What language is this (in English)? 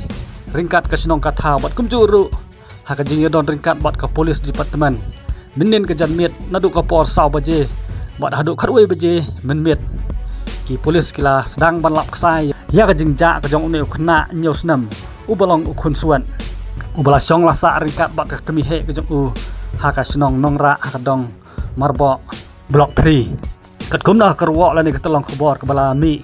Khasi